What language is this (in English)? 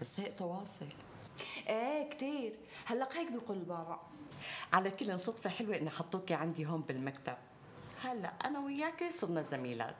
North Levantine Arabic